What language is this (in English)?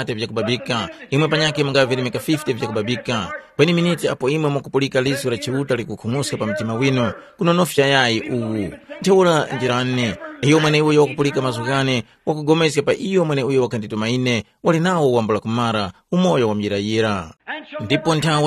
Tumbuka